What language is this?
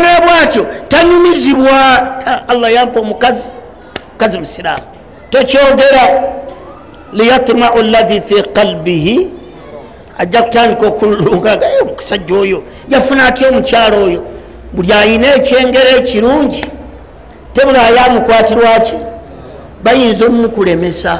Ganda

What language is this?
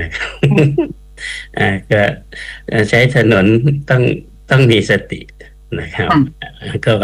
Thai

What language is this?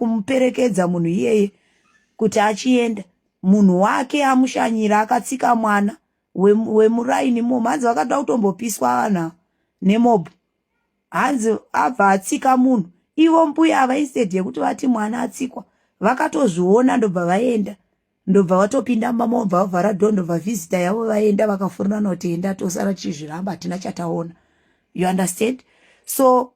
Shona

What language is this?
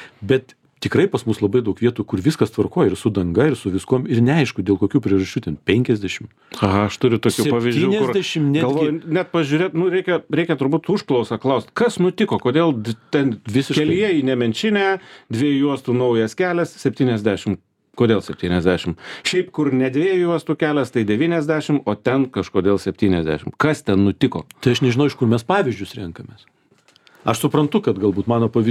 Lithuanian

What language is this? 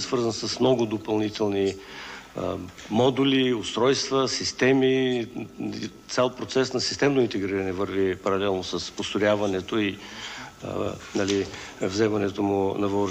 Bulgarian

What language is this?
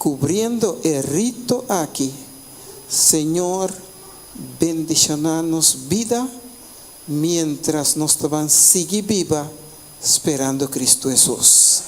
Papiamento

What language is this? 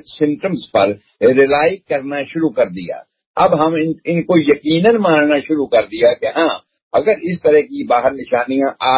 Urdu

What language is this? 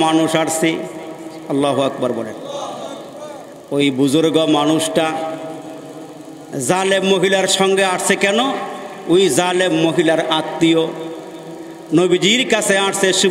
Bangla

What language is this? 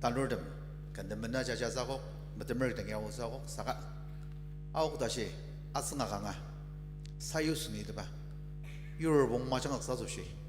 Ao Naga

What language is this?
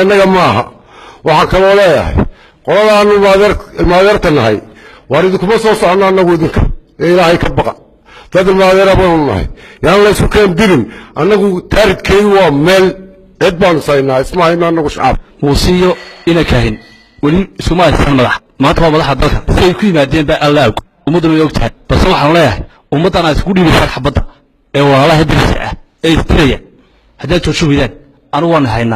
Somali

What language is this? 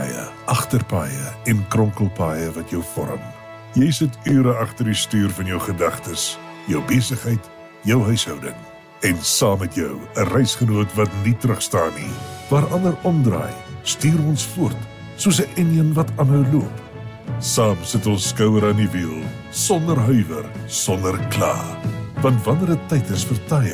Afrikaans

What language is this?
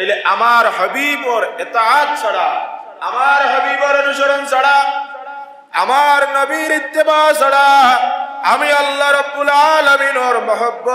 Sylheti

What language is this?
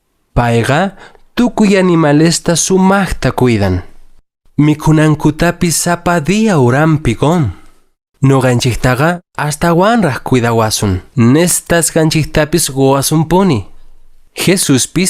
Quechua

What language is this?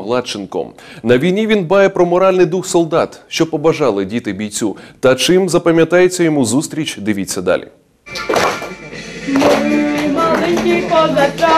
Ukrainian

